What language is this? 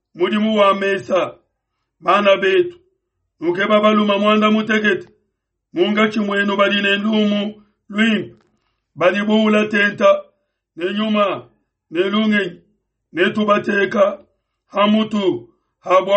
Luba-Lulua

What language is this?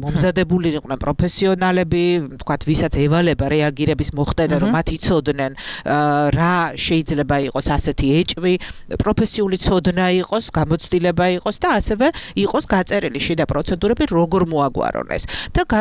Georgian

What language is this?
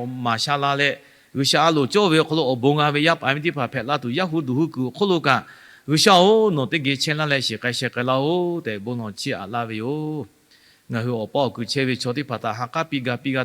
Lahu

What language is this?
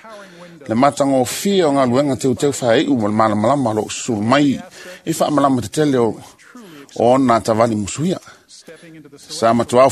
Samoan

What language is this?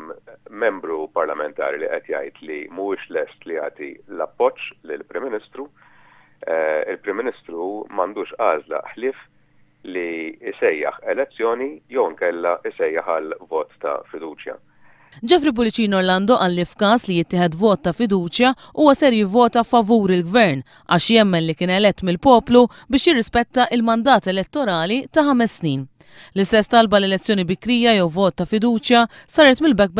Maltese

